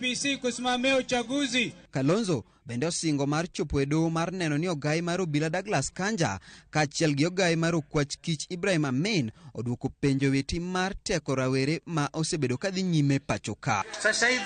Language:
Luo (Kenya and Tanzania)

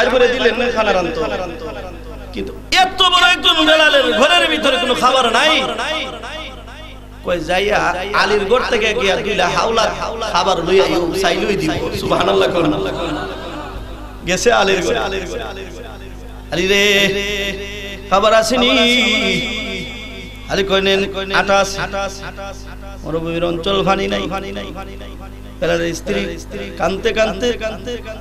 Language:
Bangla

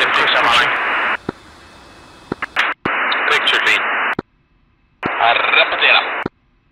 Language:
Swedish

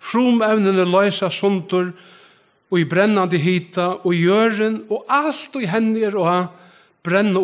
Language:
Faroese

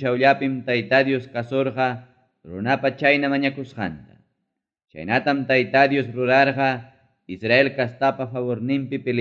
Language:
Ayacucho Quechua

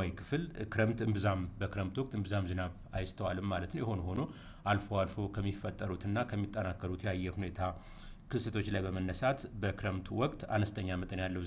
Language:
Amharic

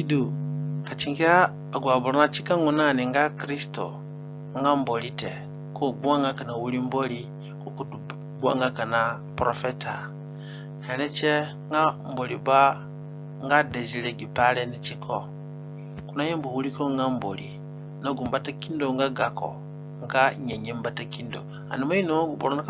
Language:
Zande (individual language)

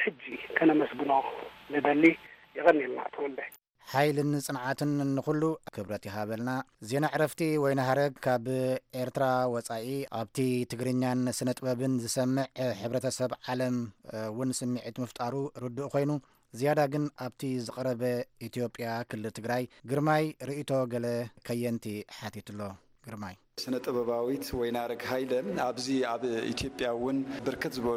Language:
Tigrinya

